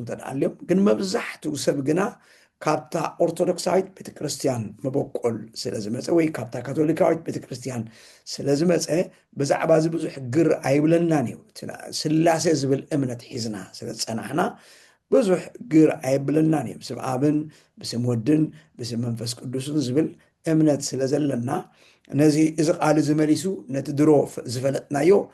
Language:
Tigrinya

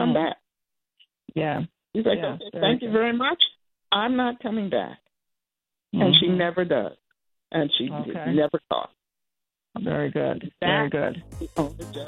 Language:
English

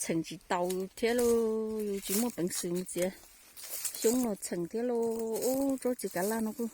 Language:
Hmong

